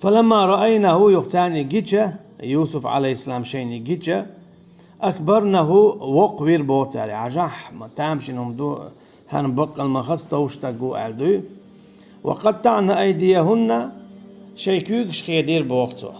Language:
Chechen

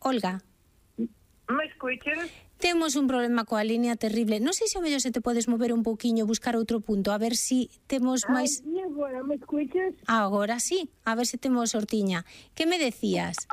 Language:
Galician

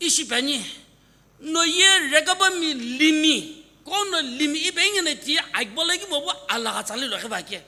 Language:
Sumi Naga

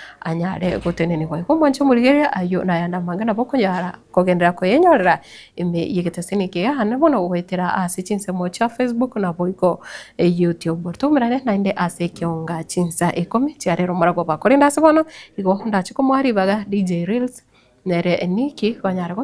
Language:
Gusii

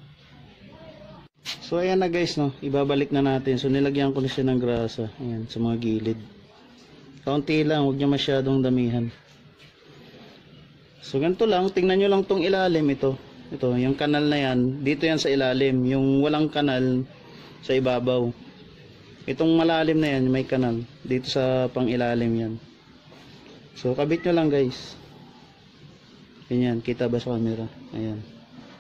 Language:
Filipino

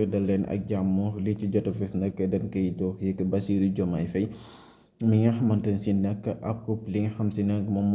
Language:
Wolof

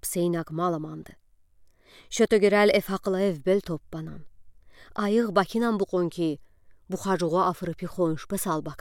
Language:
Udi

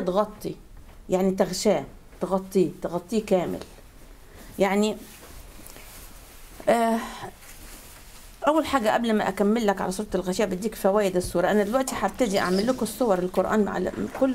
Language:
Egyptian Arabic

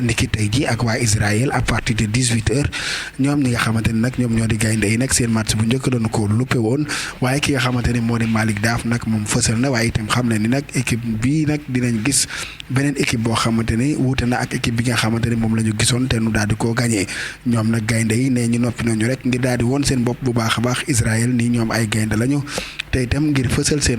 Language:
Wolof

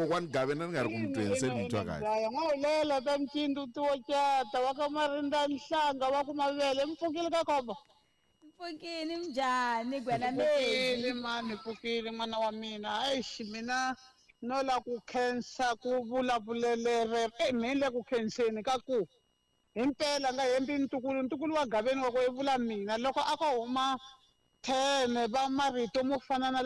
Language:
Tsonga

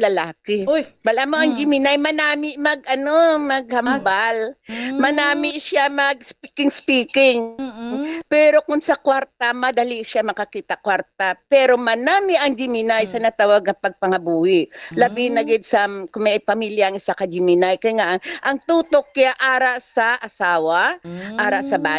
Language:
Hiligaynon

